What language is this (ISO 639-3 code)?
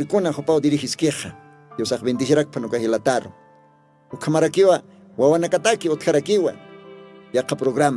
aym